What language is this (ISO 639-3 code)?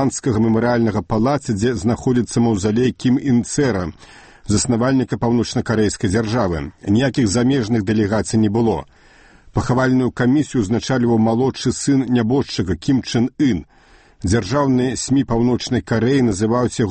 bel